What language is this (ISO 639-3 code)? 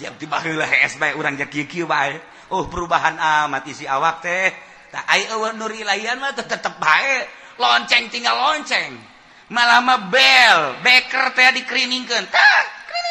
sun